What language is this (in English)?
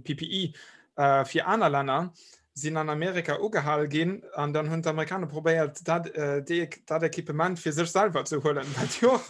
Luxembourgish